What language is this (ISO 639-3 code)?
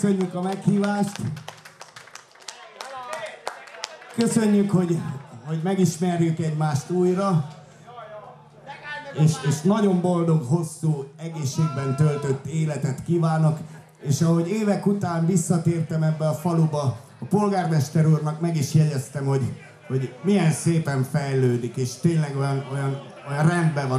hun